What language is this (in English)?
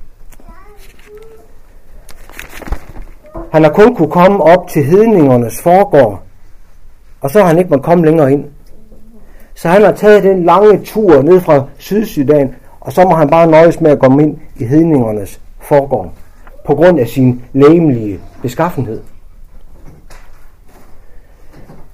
Danish